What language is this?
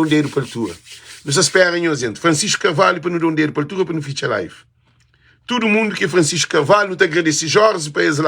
Kabuverdianu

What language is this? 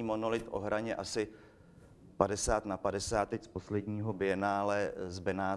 Czech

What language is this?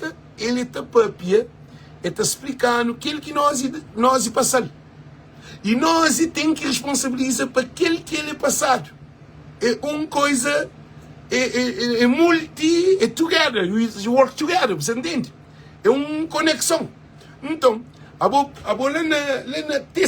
Kabuverdianu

